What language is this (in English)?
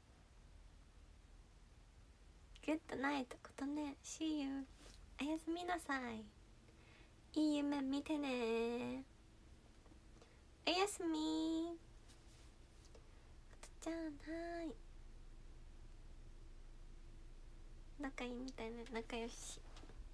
Japanese